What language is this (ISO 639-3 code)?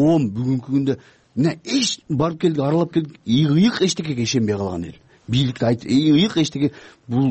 kir